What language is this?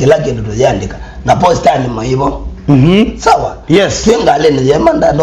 Kamba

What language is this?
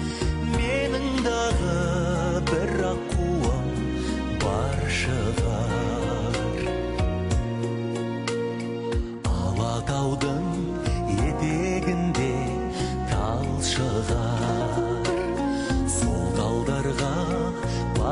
Kazakh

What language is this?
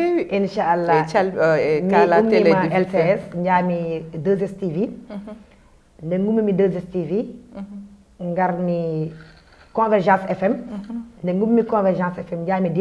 Fula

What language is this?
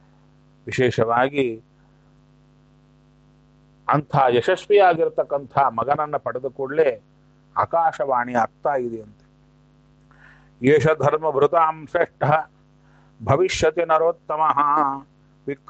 Kannada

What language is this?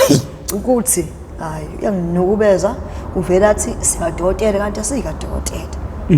Zulu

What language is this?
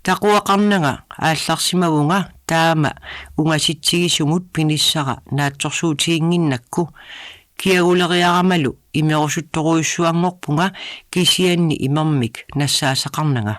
Kalaallisut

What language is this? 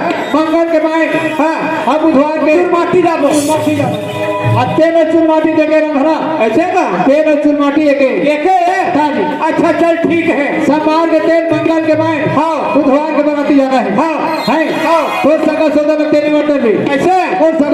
Chhattisgarhi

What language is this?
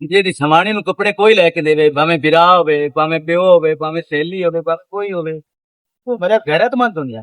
Western Panjabi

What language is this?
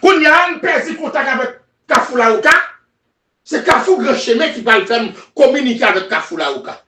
Haitian Creole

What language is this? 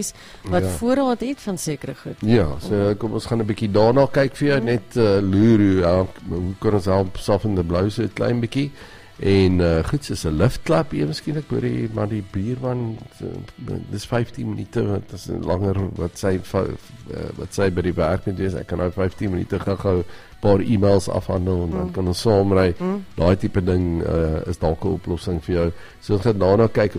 Afrikaans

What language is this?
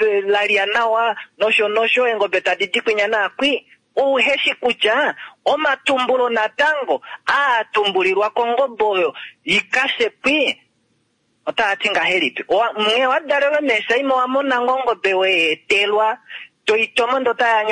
Kuanyama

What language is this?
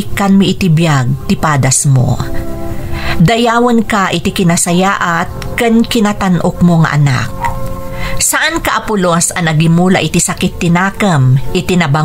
Iloko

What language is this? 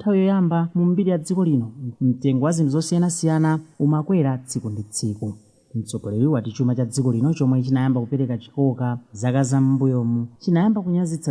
Nyanja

